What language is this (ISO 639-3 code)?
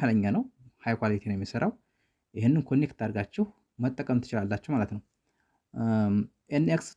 amh